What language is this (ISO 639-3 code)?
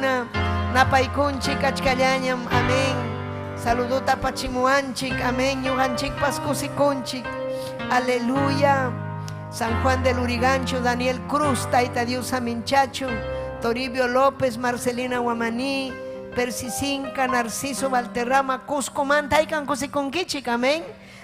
quy